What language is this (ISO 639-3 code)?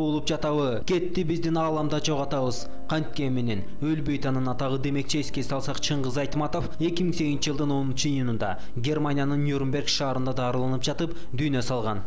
kir